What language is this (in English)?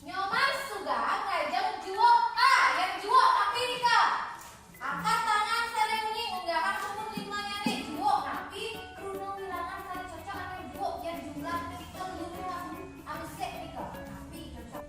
Balinese